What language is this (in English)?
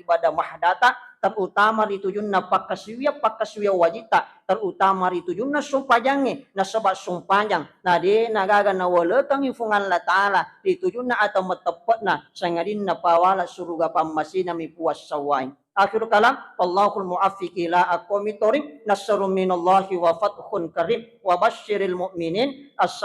Buginese